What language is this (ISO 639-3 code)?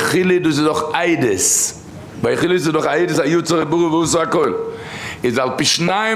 yid